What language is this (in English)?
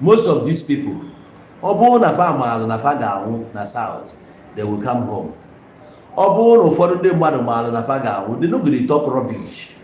Igbo